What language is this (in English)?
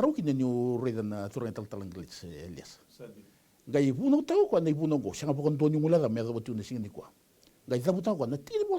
Fijian